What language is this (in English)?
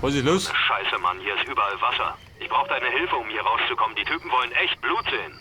Bavarian